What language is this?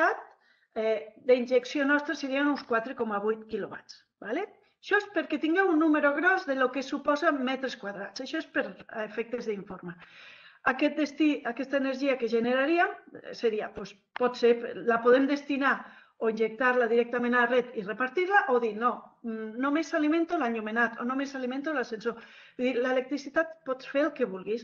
Catalan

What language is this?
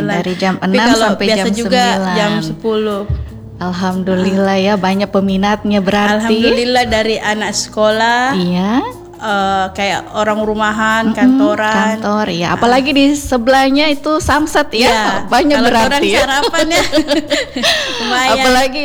Indonesian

